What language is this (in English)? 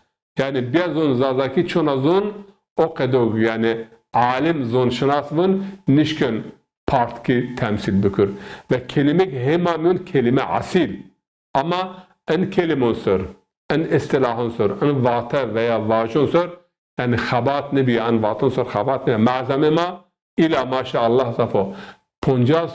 Zaza